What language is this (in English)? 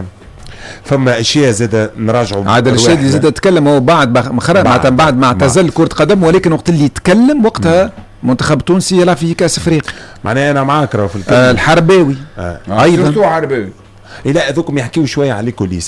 Tunisian Arabic